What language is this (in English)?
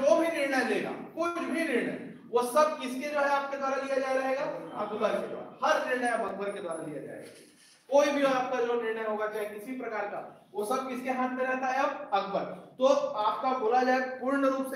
Hindi